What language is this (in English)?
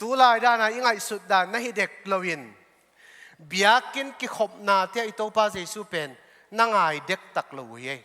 Tedim Chin